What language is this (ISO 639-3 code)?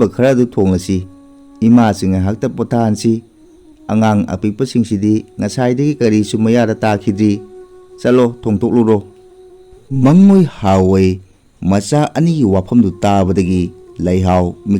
mni